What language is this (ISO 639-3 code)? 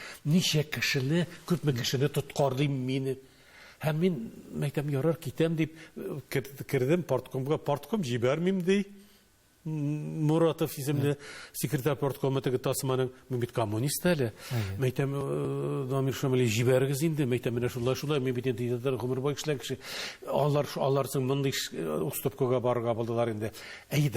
tat